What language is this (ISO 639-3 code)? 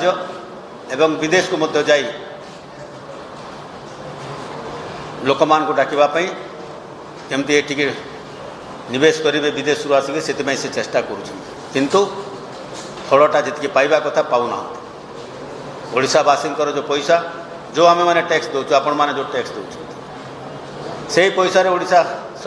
ori